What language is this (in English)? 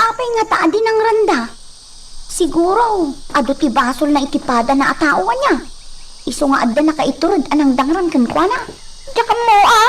Iloko